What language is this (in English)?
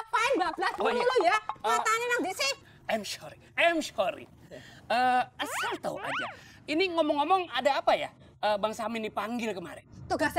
Betawi